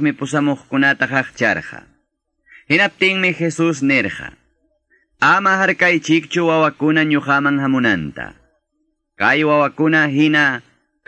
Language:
Quechua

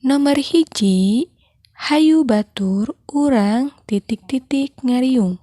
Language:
Sundanese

